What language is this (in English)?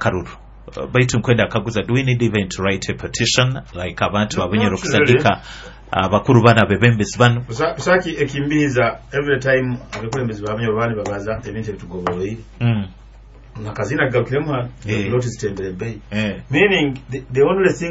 Nyoro